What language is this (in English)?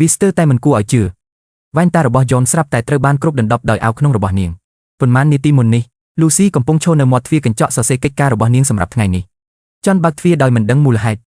Khmer